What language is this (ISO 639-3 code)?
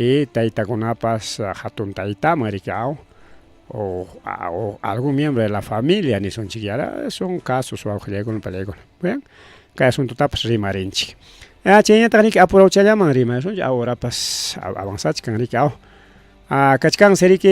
quy